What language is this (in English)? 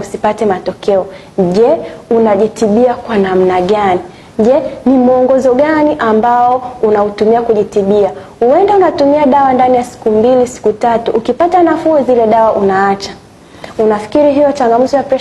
Swahili